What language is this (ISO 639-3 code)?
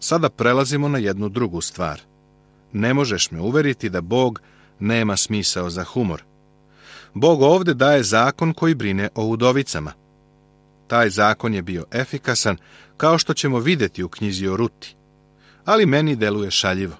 srp